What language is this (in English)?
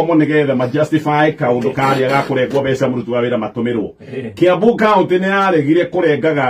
Kikuyu